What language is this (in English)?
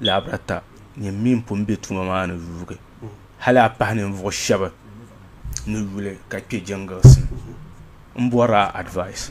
Dagbani